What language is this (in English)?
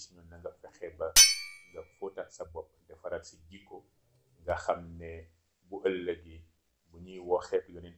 Wolof